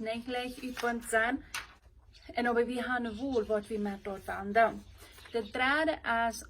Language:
Plautdietsch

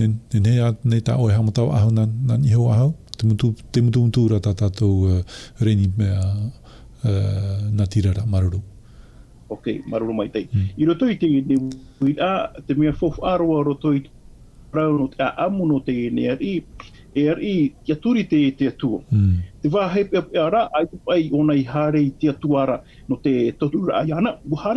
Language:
Tahitian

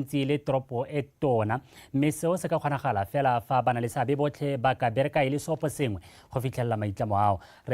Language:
Tswana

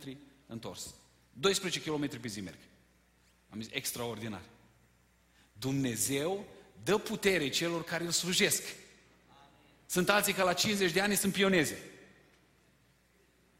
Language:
Romanian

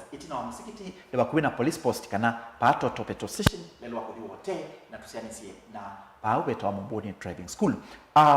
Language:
Kamba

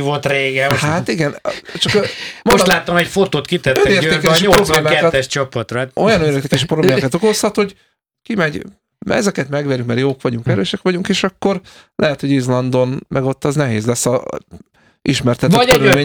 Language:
Hungarian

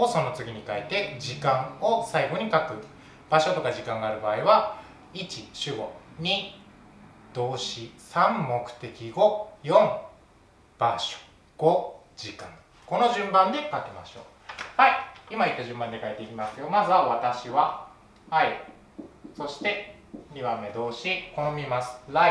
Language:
Japanese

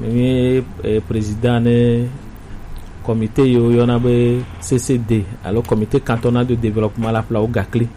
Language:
Gen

